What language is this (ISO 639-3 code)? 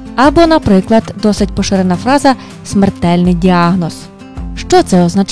ukr